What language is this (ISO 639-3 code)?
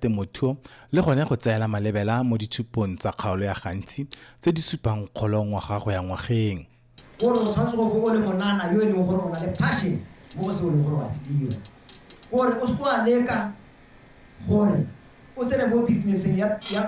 tsn